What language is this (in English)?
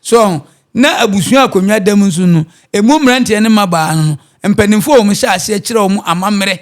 Akan